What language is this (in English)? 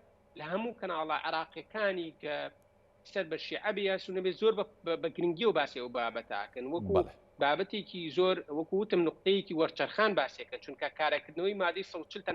Central Kurdish